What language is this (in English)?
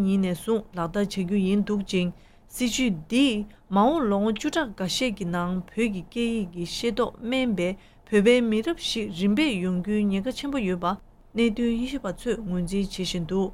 Tibetan